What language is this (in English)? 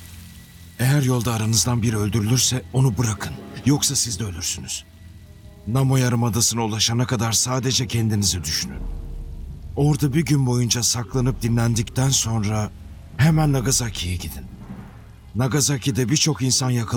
Turkish